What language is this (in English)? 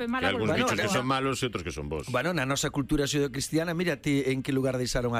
Galician